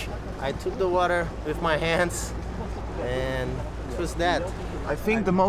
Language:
Western Frisian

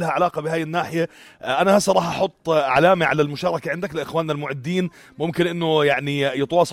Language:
North Levantine Arabic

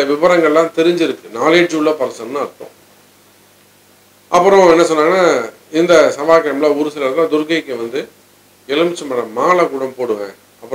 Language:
Tamil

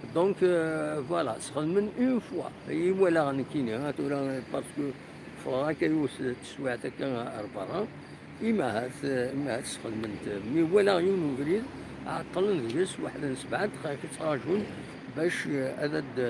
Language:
Kabyle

